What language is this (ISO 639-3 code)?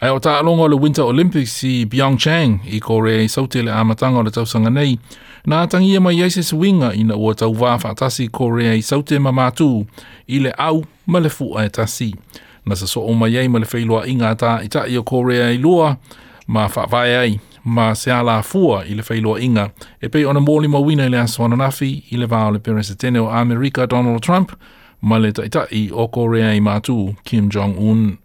smo